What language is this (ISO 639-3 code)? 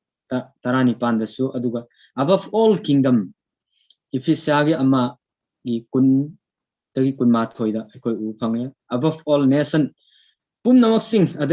mni